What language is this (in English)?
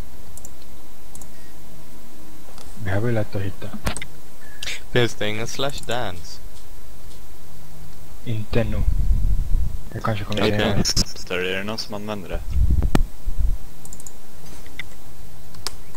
Swedish